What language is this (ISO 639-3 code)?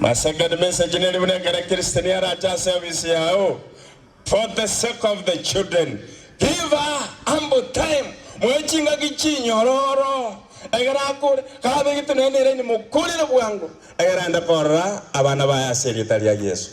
guz